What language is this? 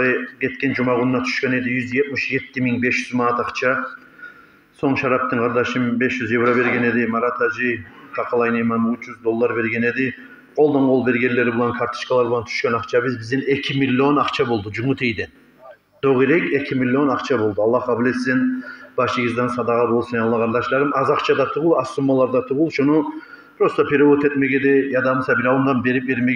Kumyk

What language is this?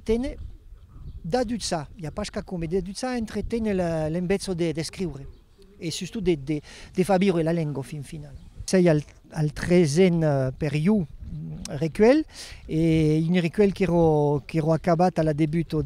Occitan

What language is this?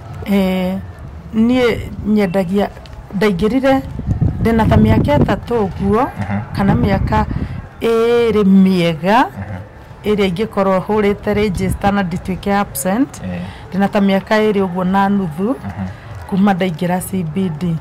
Kikuyu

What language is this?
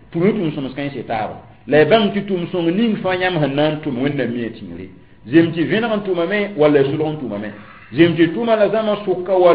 Mossi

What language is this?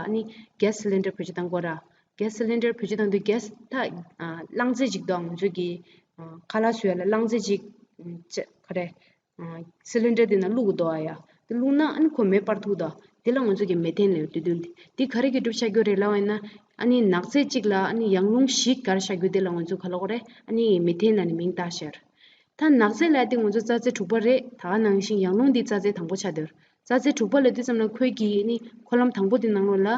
Tibetan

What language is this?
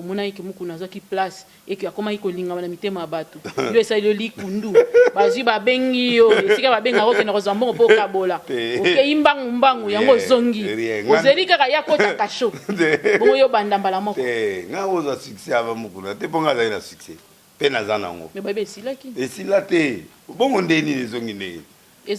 Lingala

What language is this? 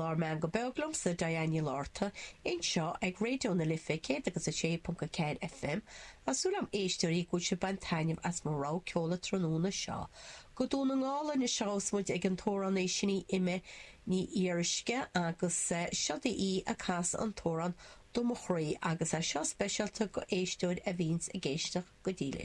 Irish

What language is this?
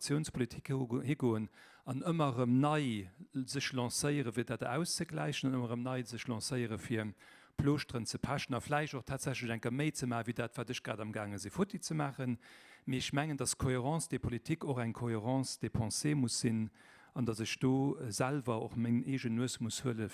Luxembourgish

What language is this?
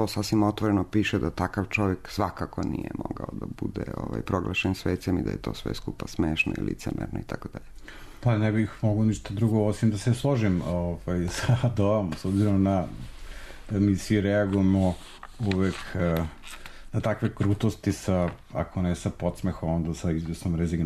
Serbian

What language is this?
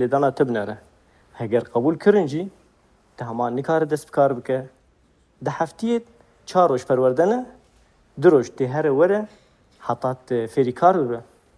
Kurdish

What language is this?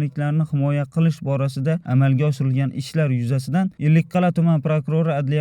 Uzbek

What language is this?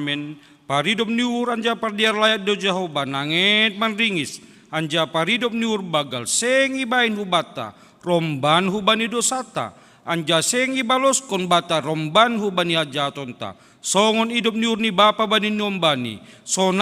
Batak Simalungun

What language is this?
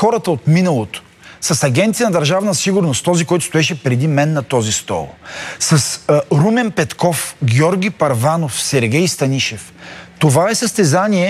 Bulgarian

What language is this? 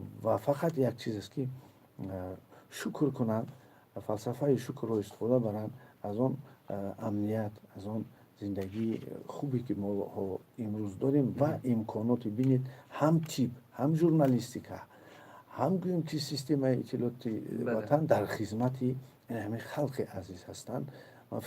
Tajik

